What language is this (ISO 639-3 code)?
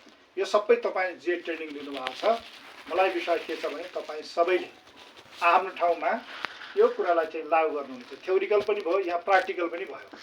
nep